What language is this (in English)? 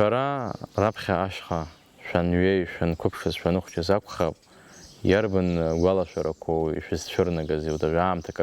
Abkhazian